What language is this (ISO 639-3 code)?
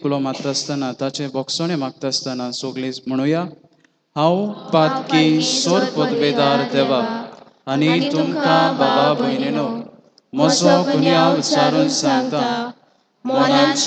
kok